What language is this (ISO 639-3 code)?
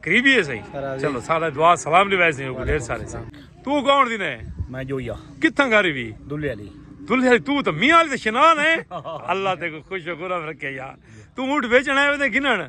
skr